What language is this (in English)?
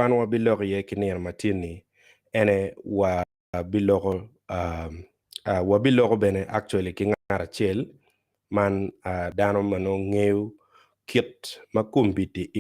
Acoli